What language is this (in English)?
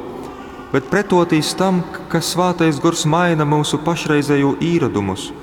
Latgalian